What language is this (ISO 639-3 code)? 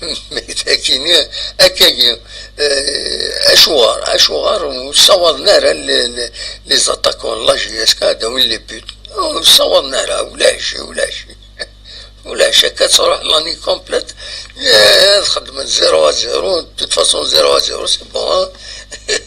kab